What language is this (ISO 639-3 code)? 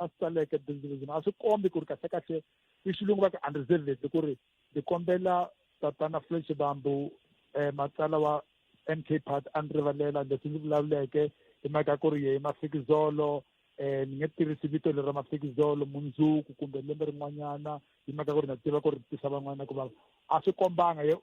tso